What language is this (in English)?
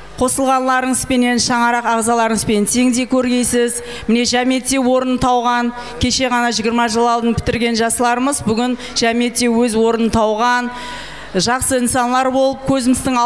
Kara-Kalpak